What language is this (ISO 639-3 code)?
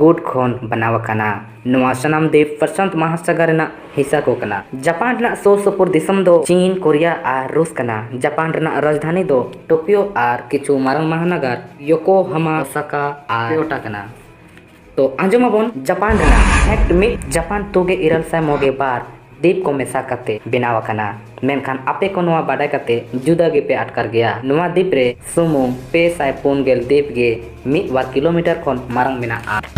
sat